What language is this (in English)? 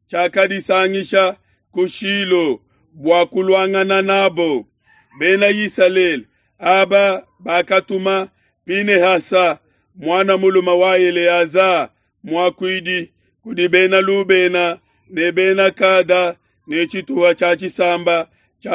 Luba-Lulua